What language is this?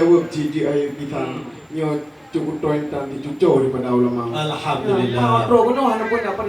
Achinese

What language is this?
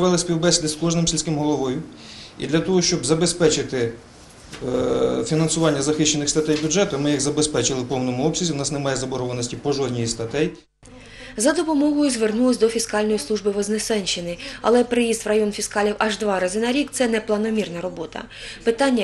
Ukrainian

